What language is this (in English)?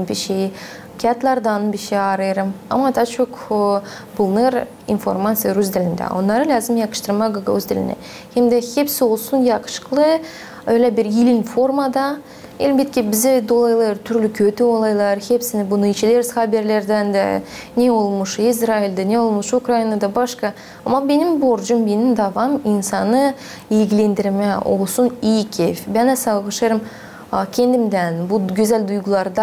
Gagauz